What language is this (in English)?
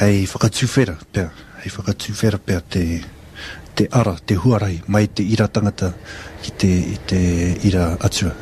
Māori